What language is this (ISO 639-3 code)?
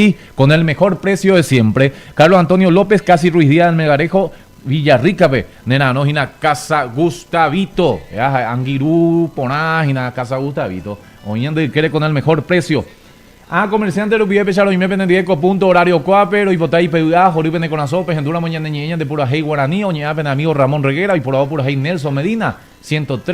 grn